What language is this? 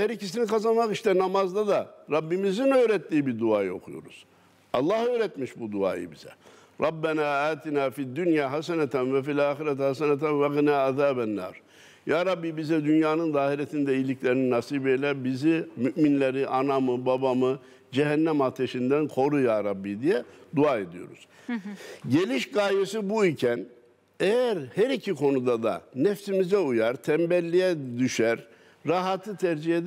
Turkish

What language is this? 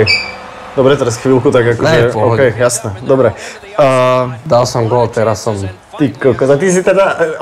Slovak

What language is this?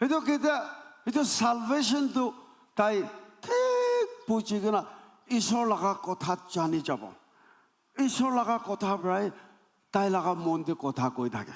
Naga Pidgin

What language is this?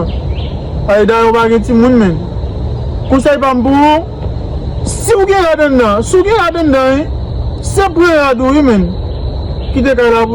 Haitian Creole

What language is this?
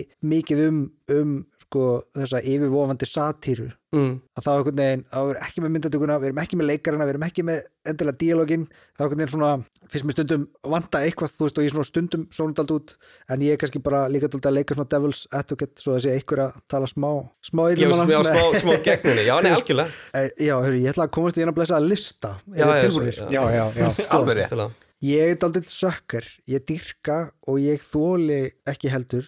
Icelandic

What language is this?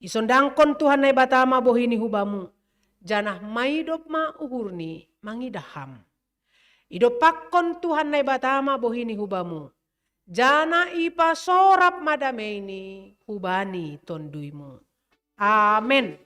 Batak Simalungun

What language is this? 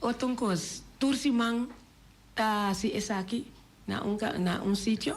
Papiamento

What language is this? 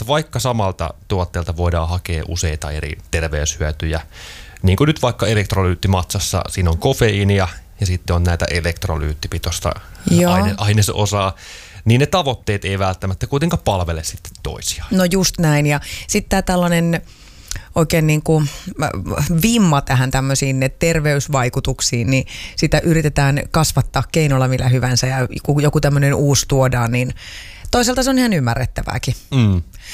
Finnish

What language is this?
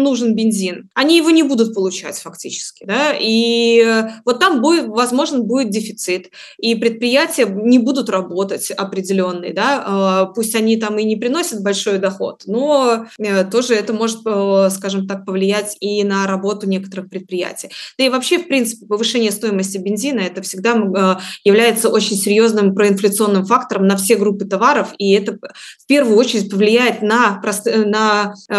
Belarusian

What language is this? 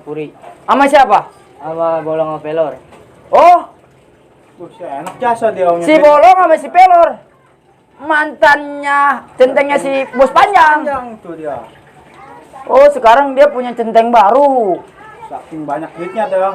Betawi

